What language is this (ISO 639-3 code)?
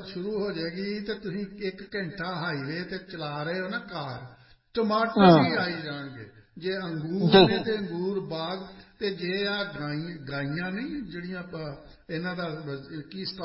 pan